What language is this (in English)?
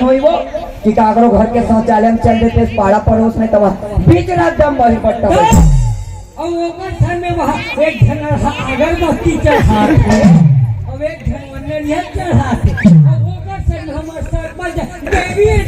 Chhattisgarhi